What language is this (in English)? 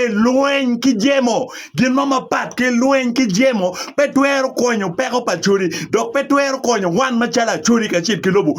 Acoli